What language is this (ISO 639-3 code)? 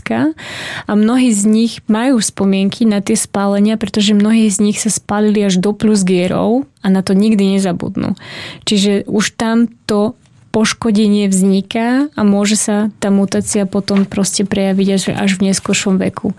slk